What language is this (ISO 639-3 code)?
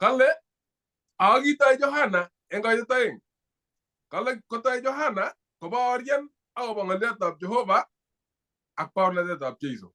kln